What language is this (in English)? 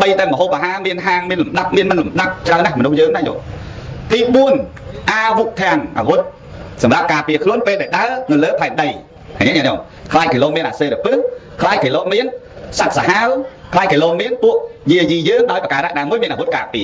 Khmer